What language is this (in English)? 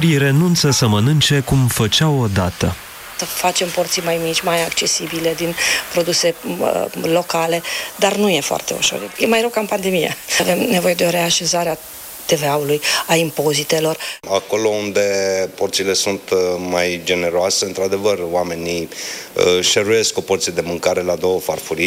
Romanian